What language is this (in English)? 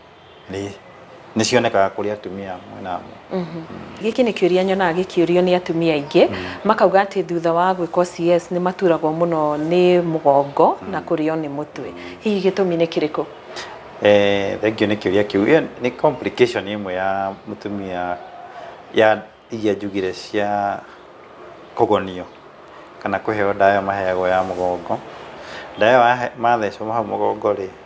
Kikuyu